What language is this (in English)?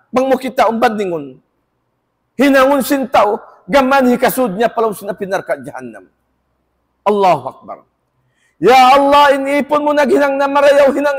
Tausug